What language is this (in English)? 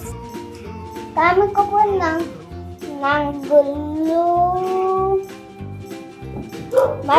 Filipino